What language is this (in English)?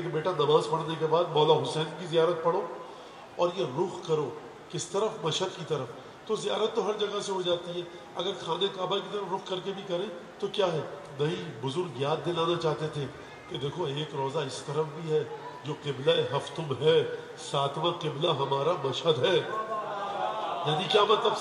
Urdu